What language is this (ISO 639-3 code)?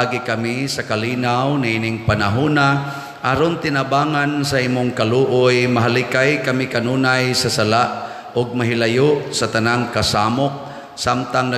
ceb